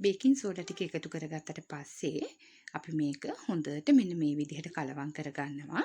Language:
Sinhala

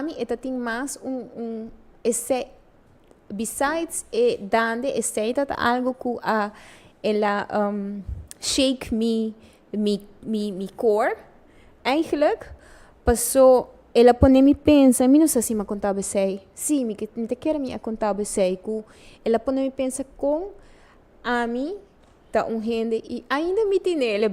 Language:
Papiamento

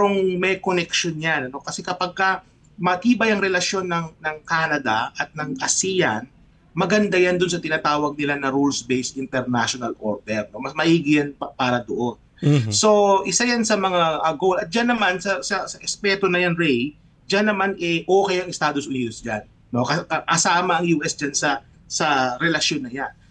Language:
Filipino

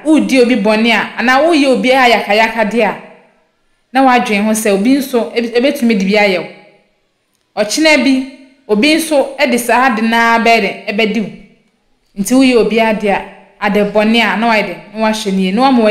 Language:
Akan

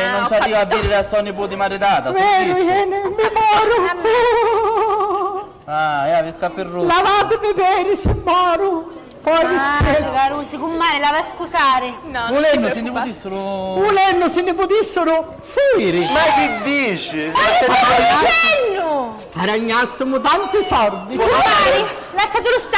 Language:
Sicilian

